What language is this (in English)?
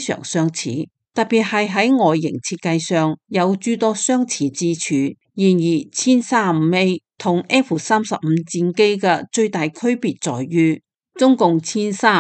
Cantonese